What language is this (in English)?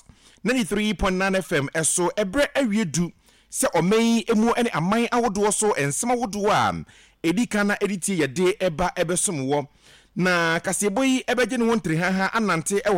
Akan